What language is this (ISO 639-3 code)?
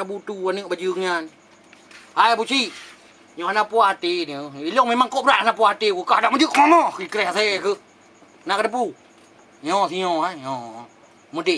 ace